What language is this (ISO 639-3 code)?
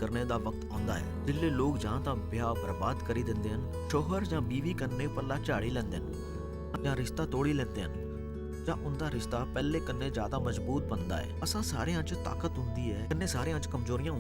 doi